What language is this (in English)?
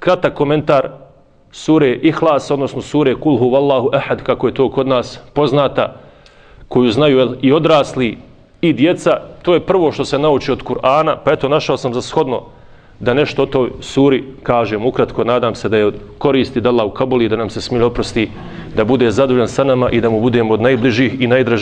Bosnian